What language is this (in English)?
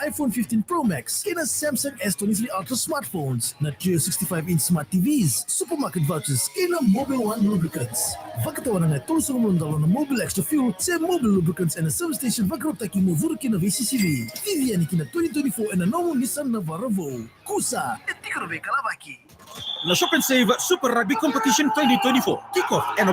Fijian